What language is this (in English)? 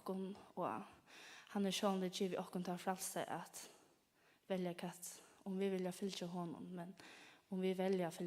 Faroese